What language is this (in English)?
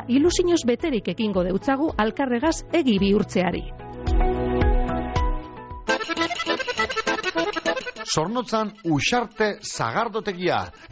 Basque